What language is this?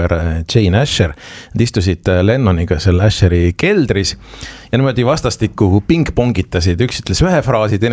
Estonian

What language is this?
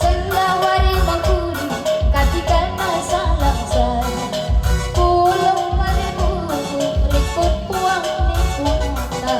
Batak Karo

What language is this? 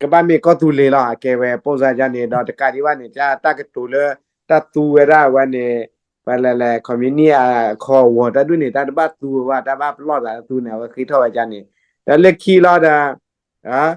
S'gaw Karen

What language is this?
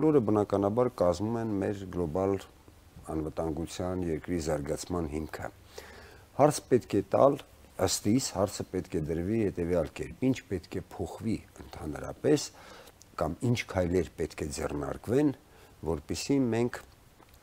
Armenian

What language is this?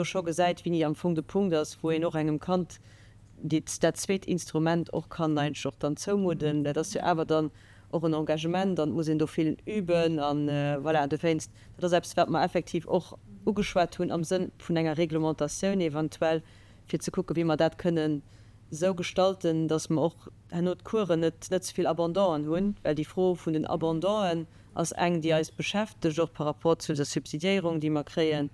Luxembourgish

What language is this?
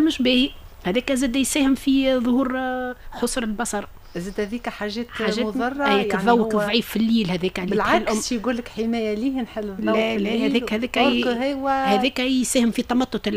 Tunisian Arabic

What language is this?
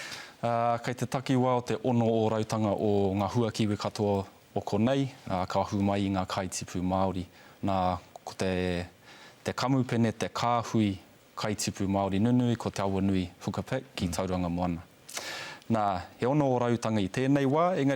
Māori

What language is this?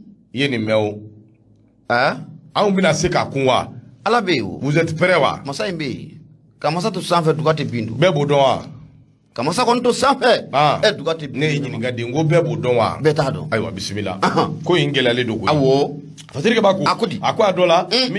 Bambara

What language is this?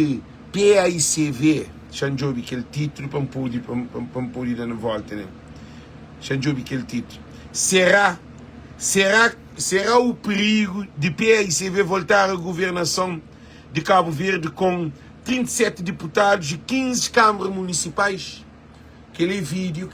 Kabuverdianu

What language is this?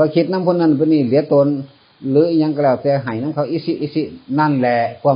Northeastern Thai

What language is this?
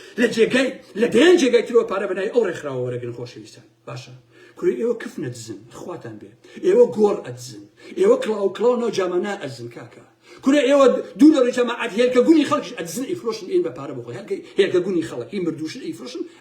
Central Kurdish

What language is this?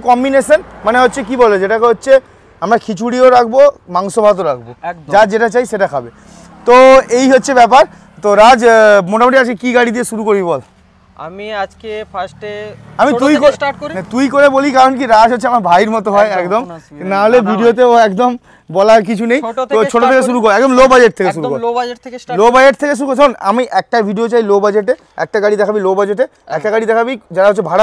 Bangla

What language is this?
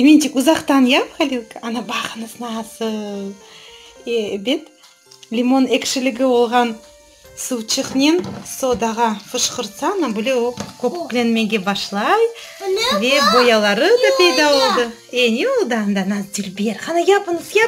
Crimean Tatar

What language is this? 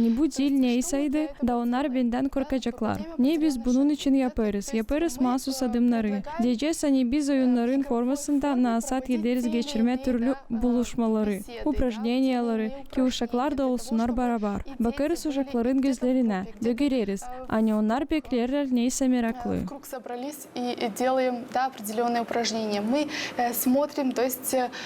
Gagauz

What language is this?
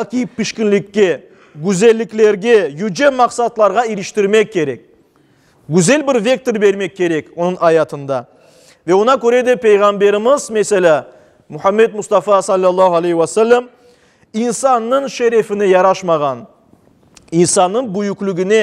Crimean Tatar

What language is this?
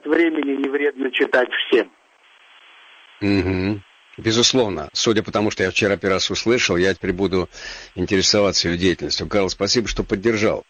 Russian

